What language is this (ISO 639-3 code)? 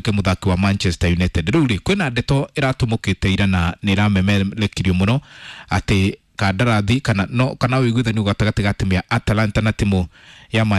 kik